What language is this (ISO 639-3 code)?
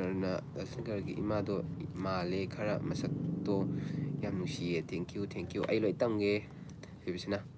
mni